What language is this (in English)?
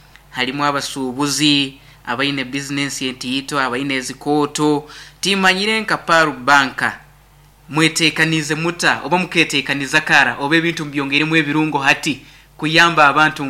Nyankole